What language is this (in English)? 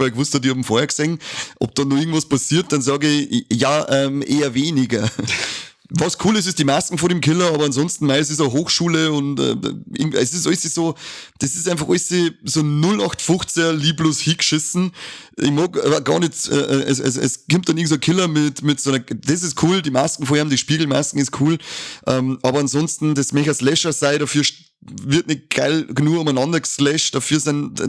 Bavarian